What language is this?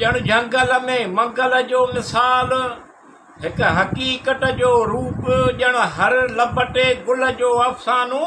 Sindhi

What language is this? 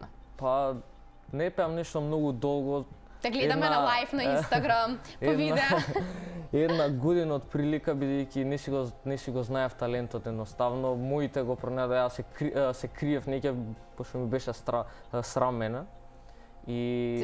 Macedonian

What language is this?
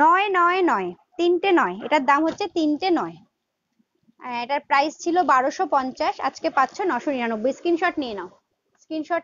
Bangla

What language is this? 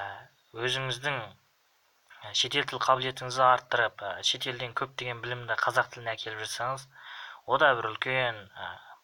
Kazakh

